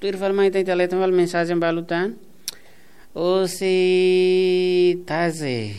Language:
Tetum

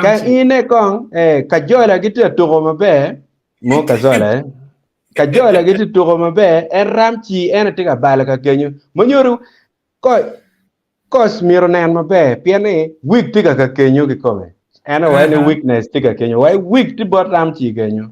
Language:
Acoli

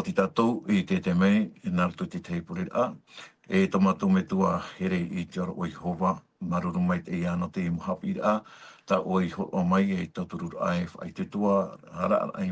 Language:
Tahitian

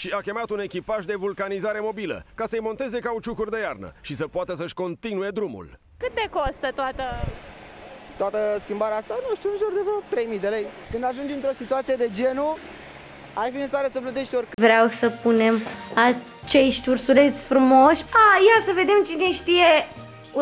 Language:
Romanian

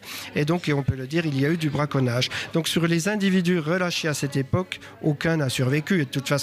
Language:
French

